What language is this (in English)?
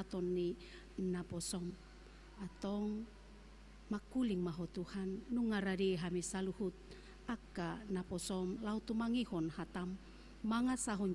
Batak Toba